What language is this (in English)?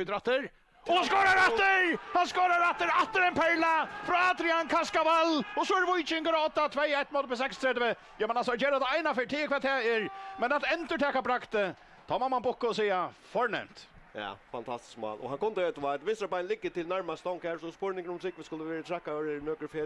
Faroese